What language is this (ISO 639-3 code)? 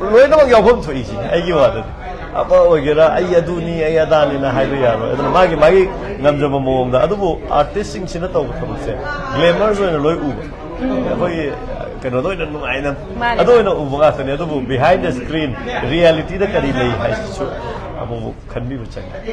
mni